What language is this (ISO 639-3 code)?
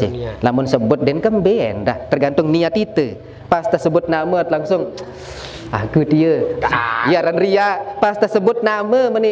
sas